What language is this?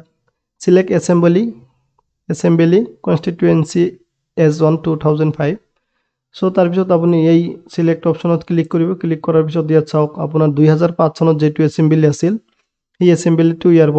Assamese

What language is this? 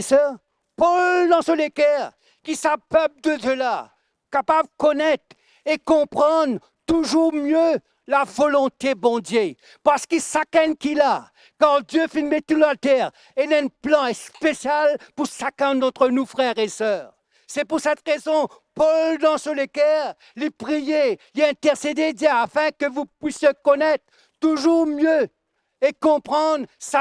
Morisyen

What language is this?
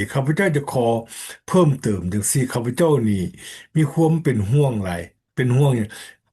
Lao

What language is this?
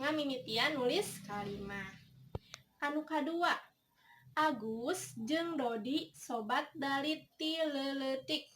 Sundanese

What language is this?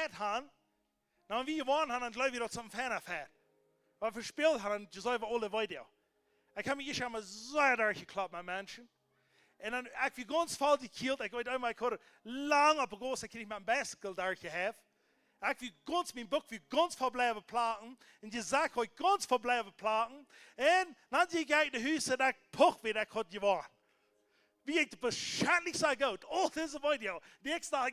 Plautdietsch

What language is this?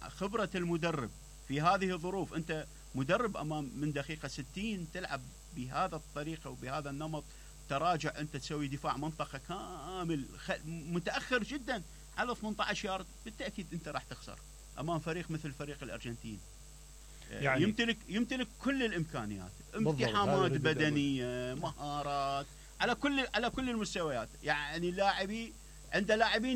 Mesopotamian Arabic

